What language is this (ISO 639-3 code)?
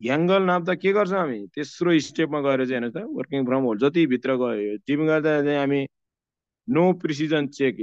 nep